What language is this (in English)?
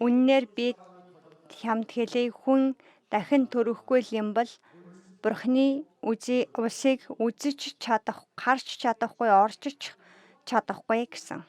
Mongolian